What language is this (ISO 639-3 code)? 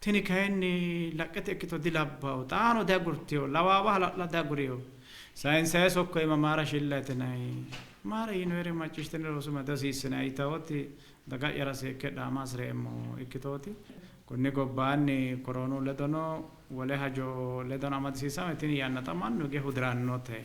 sid